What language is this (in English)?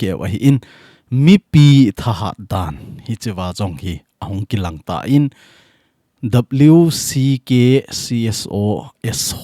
Thado Chin